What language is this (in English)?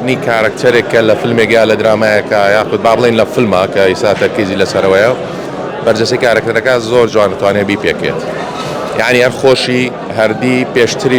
Central Kurdish